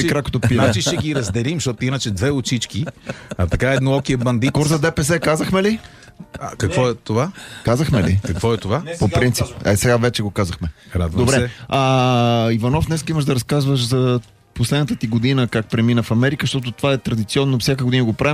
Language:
Bulgarian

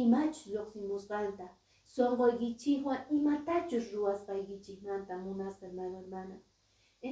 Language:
Quechua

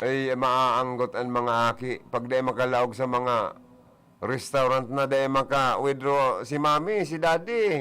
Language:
Bikol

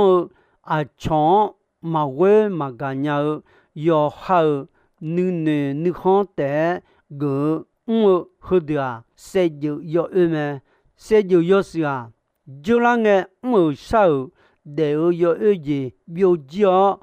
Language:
Akha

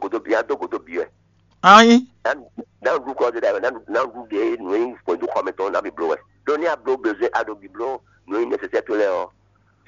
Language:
Fon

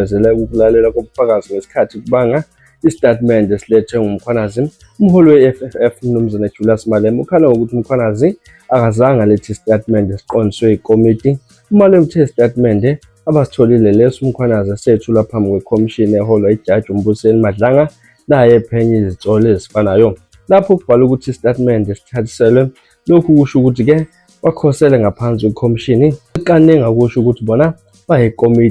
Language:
Zulu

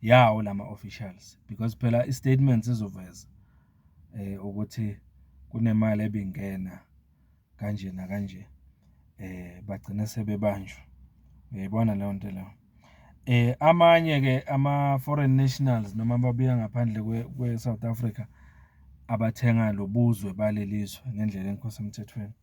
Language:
Zulu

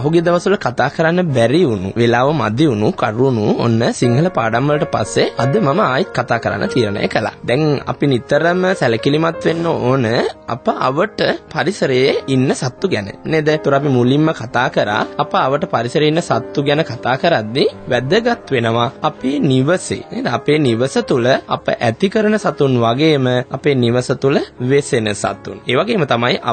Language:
Sinhala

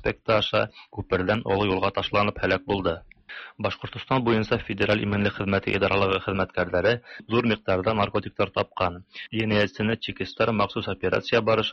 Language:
Tatar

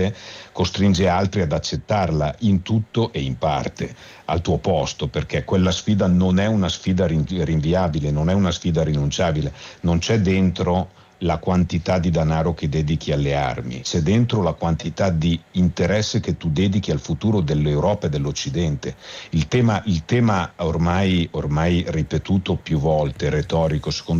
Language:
Italian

